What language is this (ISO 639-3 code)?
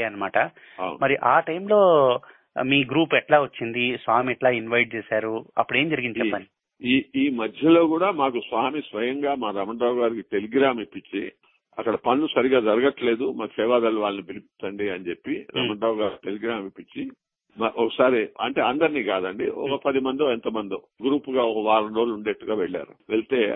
tel